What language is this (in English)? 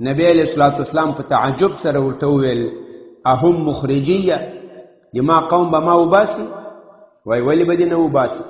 Pashto